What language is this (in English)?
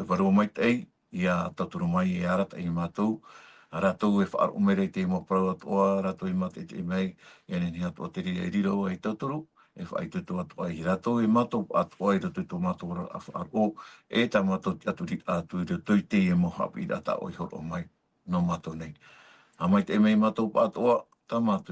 Tahitian